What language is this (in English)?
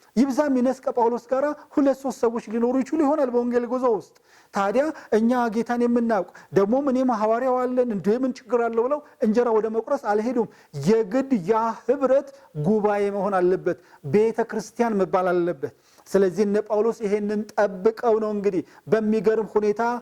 Amharic